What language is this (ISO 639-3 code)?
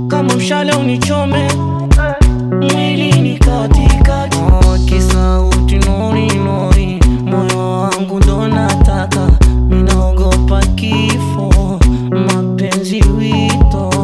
swa